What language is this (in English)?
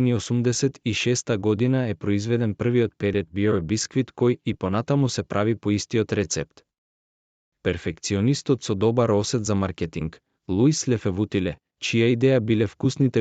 Macedonian